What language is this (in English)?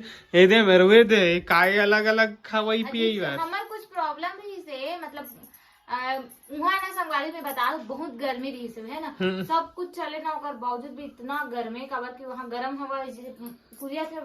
Chhattisgarhi